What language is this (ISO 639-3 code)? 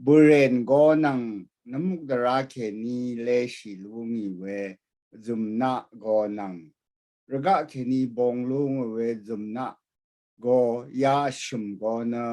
raw